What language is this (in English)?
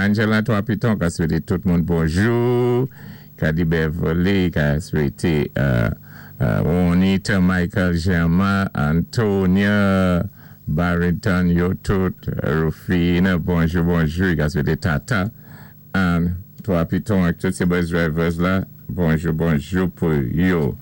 Saint Lucian Creole French